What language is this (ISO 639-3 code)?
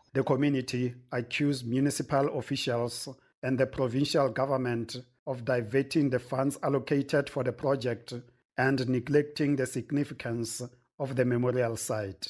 eng